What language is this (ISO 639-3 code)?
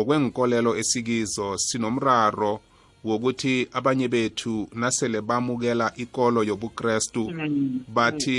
nbl